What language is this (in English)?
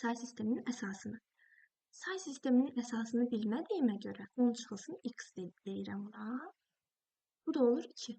Azerbaijani